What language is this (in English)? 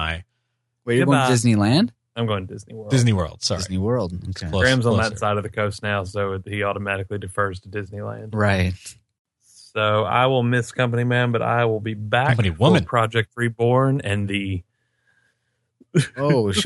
English